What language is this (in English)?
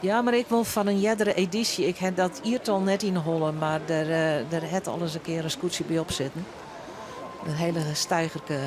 Western Frisian